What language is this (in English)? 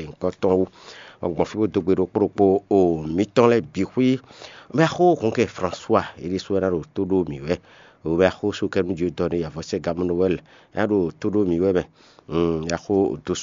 Fon